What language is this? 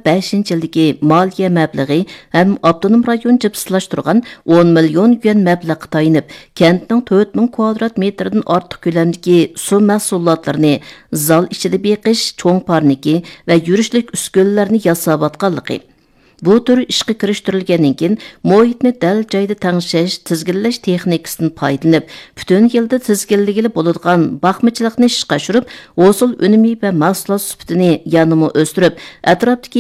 Uyghur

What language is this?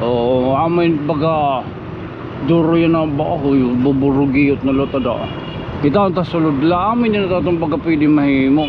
Waray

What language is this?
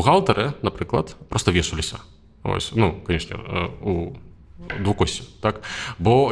Belarusian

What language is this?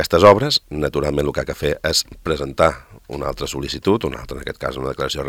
Catalan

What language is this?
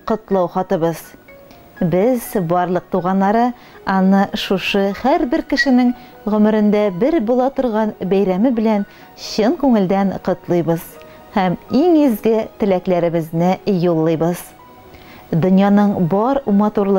Tatar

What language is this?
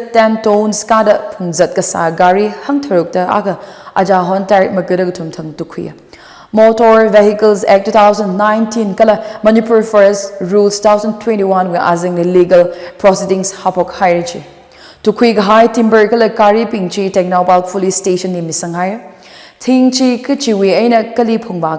Tangkhul Naga (India)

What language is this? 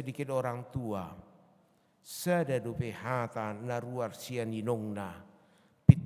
Batak Toba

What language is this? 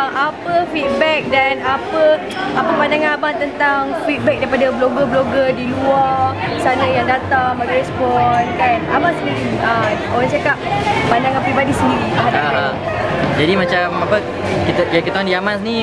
Malay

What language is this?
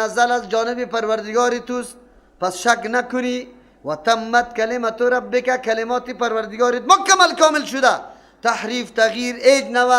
Persian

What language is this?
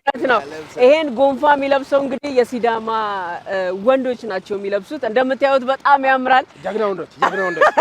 Amharic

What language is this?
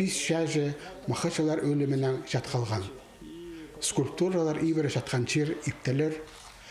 Khakas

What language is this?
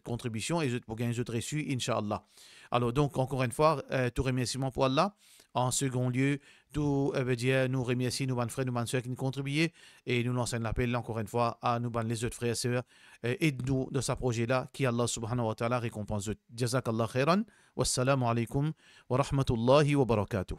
Morisyen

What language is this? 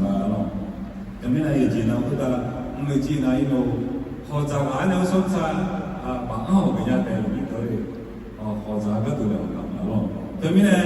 Akha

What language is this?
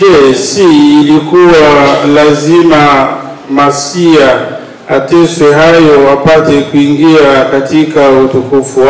Swahili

